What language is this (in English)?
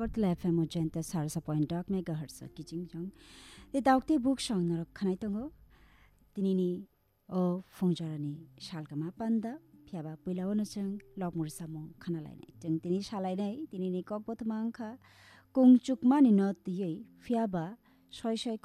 Kok Borok